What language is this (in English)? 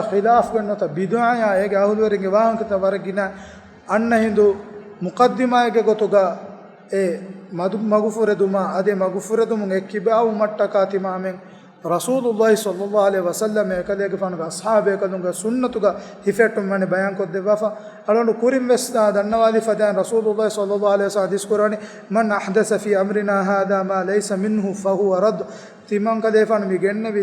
Divehi